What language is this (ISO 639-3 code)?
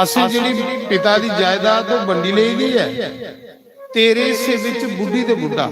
doi